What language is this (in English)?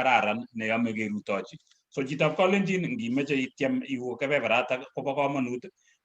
Kalenjin